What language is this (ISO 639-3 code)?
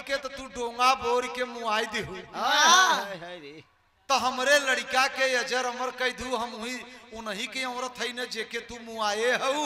bho